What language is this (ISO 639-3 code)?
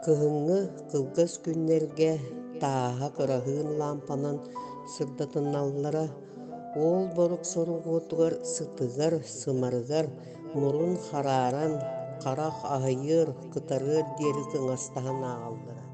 sah